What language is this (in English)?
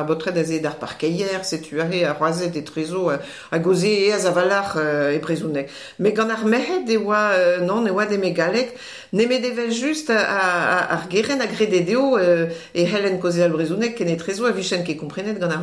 Breton